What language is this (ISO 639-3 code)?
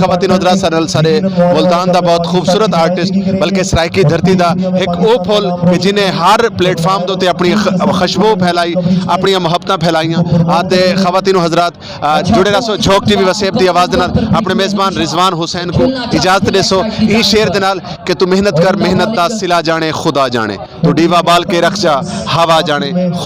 skr